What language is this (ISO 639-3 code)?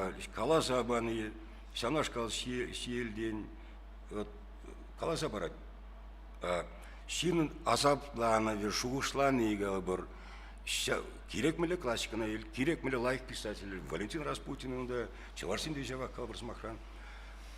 chv